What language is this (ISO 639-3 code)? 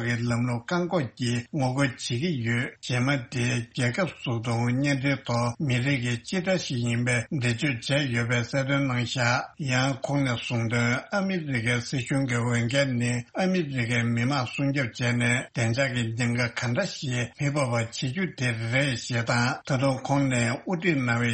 bod